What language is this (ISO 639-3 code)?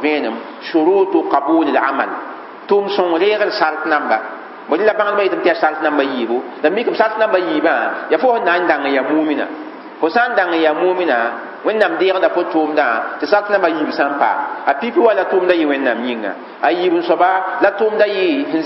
mos